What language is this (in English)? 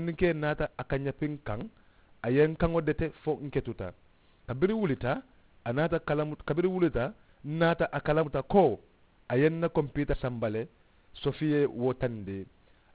Mandingo